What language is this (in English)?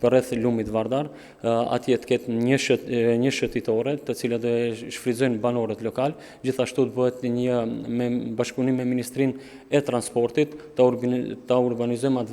Albanian